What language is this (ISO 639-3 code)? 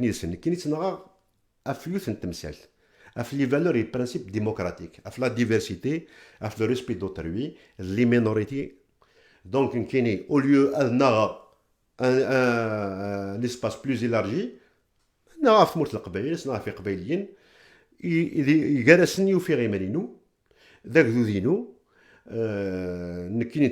kab